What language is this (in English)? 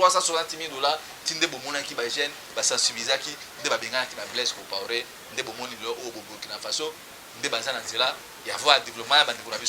Lingala